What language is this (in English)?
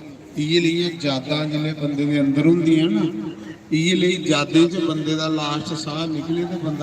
Dogri